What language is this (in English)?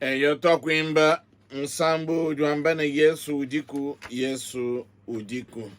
Luba-Lulua